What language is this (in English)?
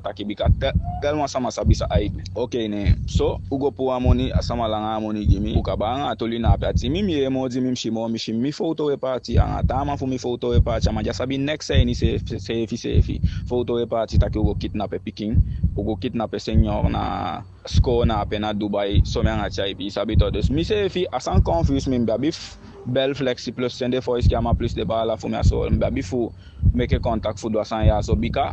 Eastern Maroon Creole